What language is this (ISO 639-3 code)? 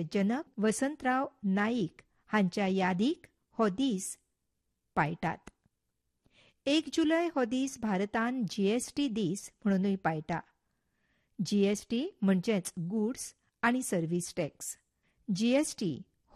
kok